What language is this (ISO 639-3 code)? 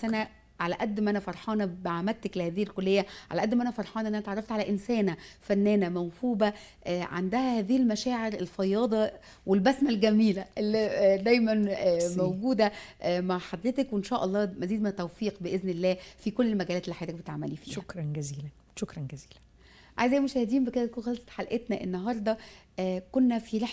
arz